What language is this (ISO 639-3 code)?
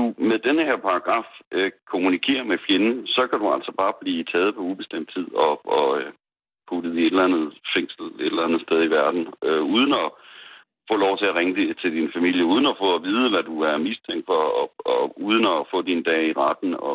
dan